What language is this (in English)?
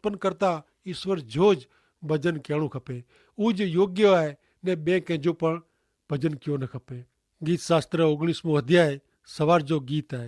Kachhi